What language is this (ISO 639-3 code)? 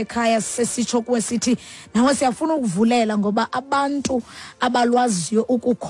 xho